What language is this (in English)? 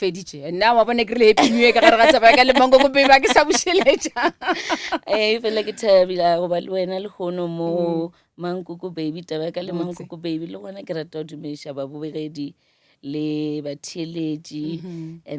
Northern Sotho